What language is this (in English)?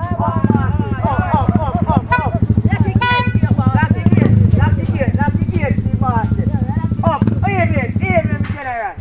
Jamaican Creole English